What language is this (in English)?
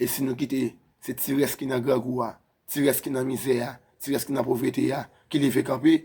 Haitian Creole